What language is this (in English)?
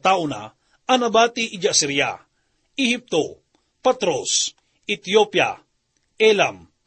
Iloko